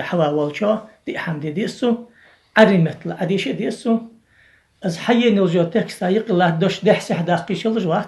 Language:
Ingush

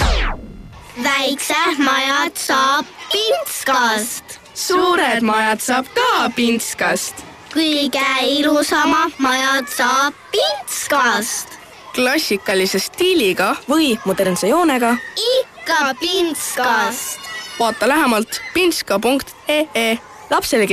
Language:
Estonian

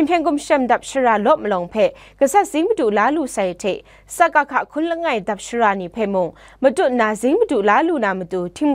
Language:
Kachin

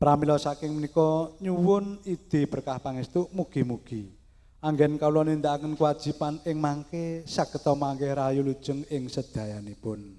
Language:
Javanese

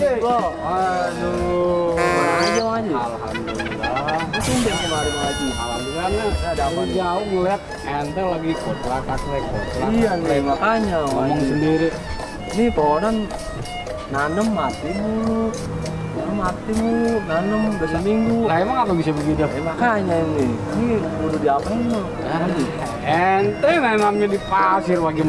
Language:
Betawi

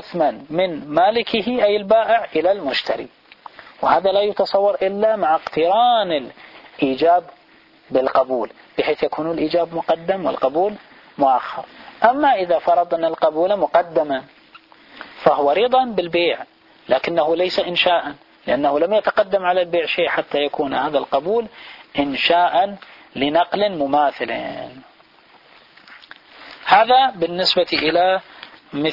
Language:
Arabic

